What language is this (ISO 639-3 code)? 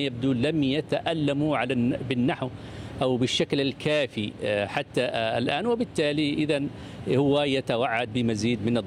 ara